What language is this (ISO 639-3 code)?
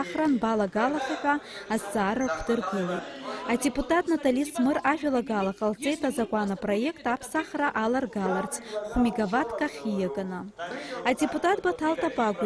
abk